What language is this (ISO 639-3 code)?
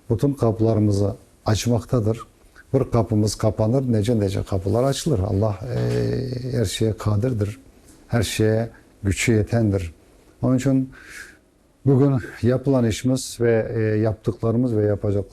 crh